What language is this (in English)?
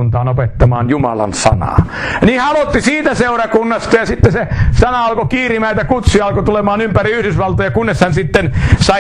Finnish